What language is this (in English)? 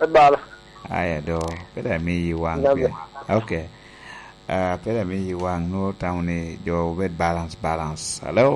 Lango (Uganda)